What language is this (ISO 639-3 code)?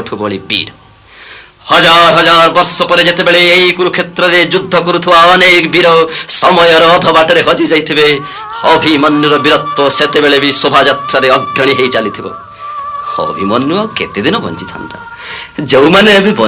ori